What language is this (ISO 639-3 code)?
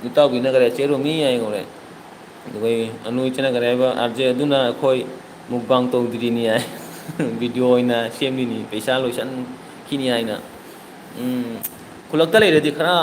mni